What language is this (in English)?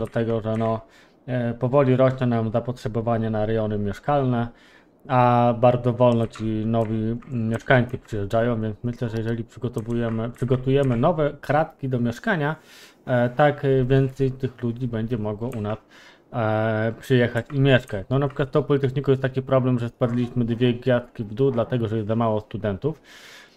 Polish